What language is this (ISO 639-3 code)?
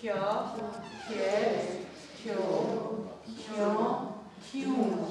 moh